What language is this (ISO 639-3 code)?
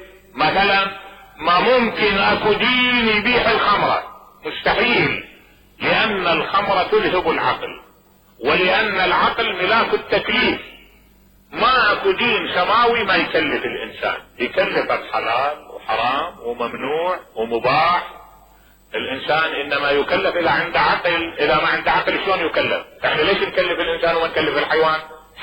acm